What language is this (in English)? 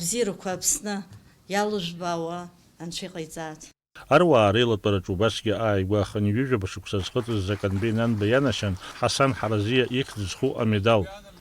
Abkhazian